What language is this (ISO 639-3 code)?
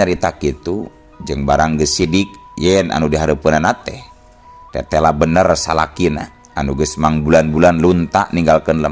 sun